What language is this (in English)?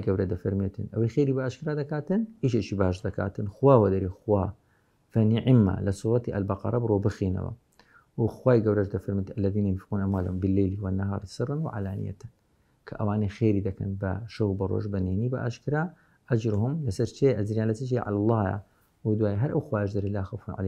Central Kurdish